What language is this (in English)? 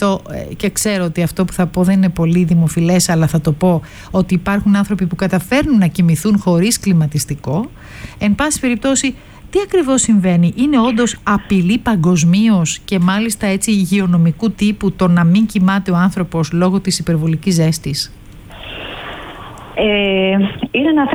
Greek